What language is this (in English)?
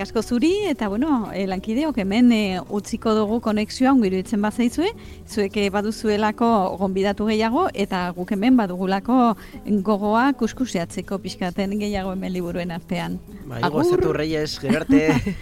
Basque